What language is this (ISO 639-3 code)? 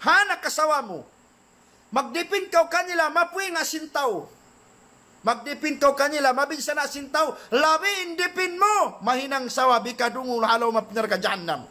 tsg